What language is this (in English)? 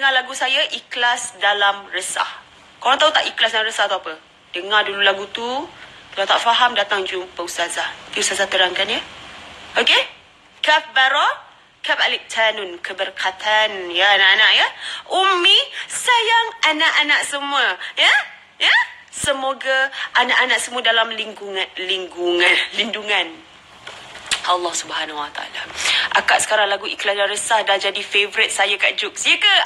Malay